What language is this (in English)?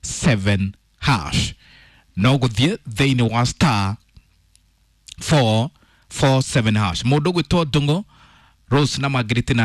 Kikuyu